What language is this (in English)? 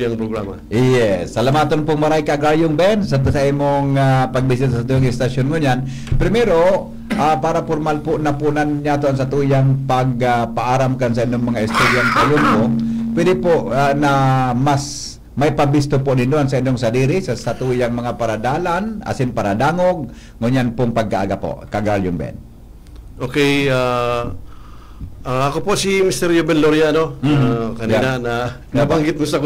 Bikol